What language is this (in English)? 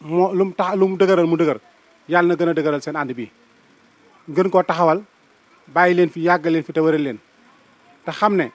Wolof